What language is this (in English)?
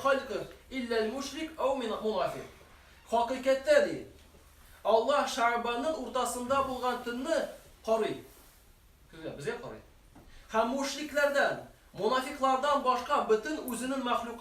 Tatar